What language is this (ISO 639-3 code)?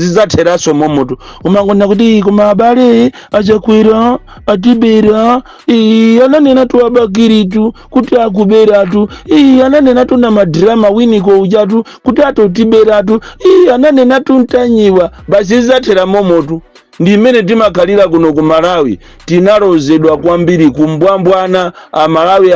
nya